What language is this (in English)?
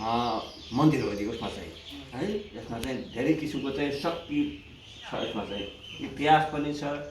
Nepali